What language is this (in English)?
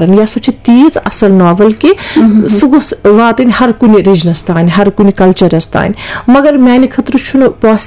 Kashmiri